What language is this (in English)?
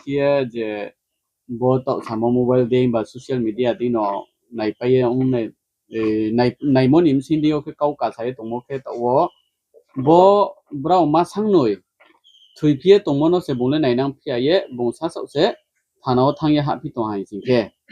Riang (India)